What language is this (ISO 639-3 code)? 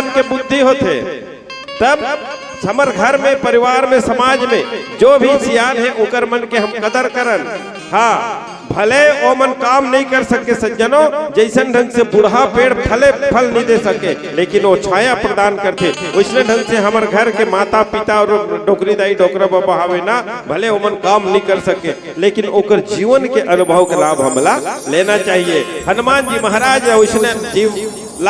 hne